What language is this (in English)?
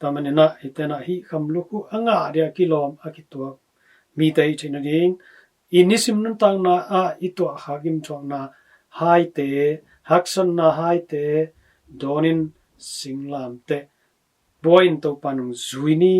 Tedim Chin